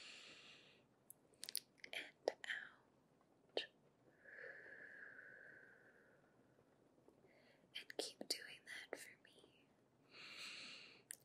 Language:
English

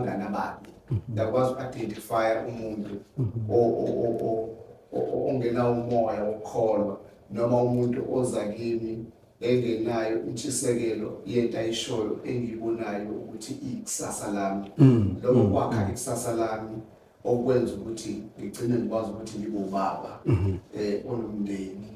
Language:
Zulu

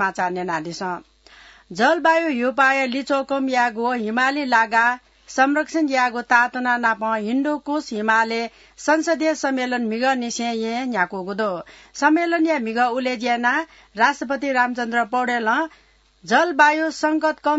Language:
Newari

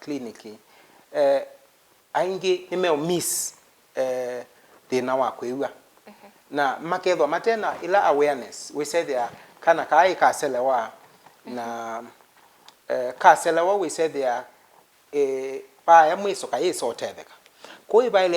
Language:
Kamba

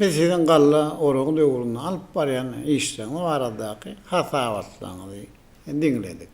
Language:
Turkmen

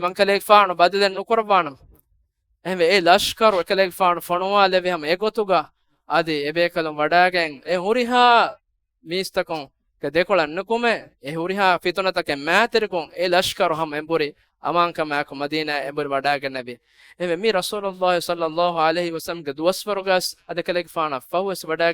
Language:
Divehi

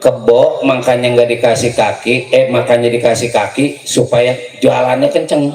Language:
Betawi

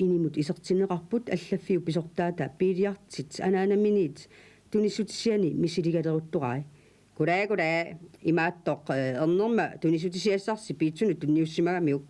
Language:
Kalaallisut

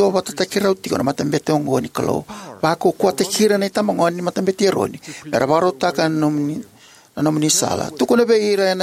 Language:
Fijian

